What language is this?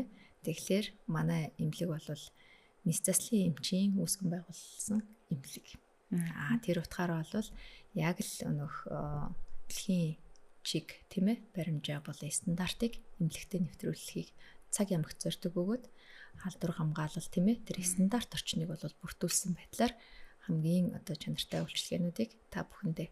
Mongolian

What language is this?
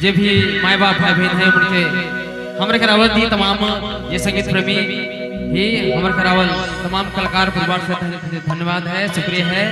Sadri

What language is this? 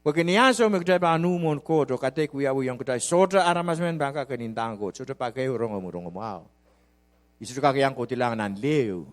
Pohnpeian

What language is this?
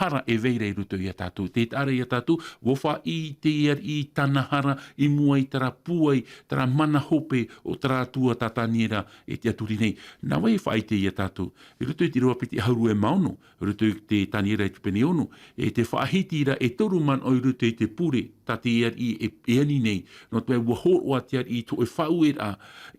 Tahitian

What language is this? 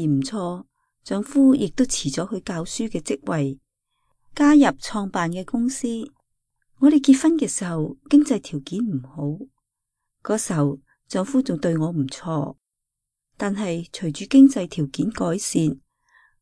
Cantonese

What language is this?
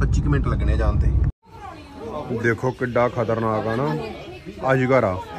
Punjabi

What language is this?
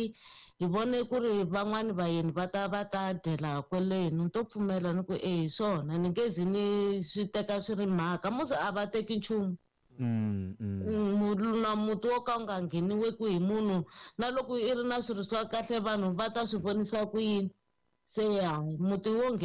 Tsonga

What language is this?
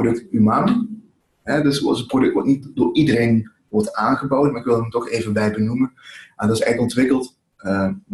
Dutch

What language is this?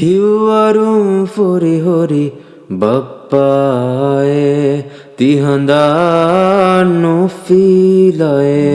Divehi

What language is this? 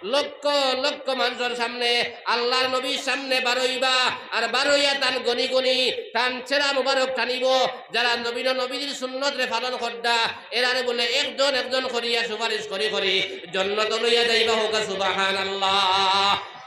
Sylheti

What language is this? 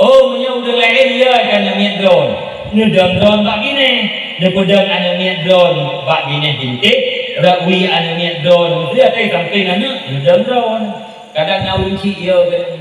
Achinese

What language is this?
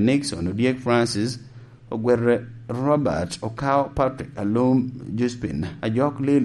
Lango (Uganda)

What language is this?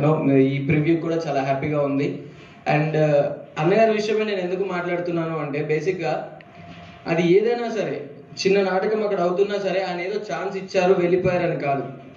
Telugu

